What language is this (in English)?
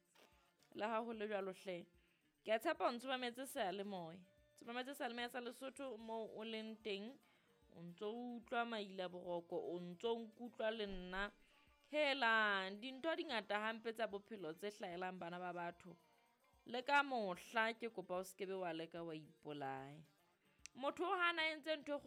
Southern Sotho